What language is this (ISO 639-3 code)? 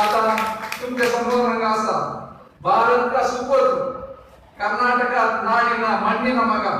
kok